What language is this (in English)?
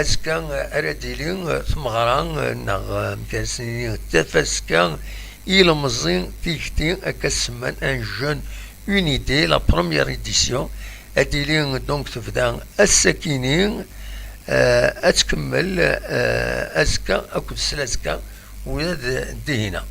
Kabyle